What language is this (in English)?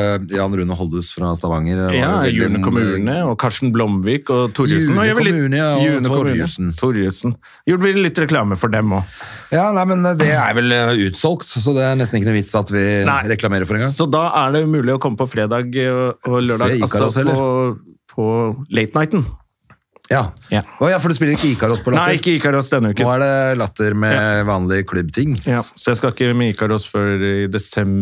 Norwegian